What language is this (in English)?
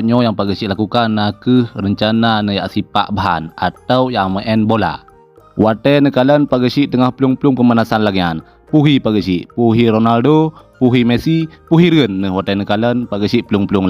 Achinese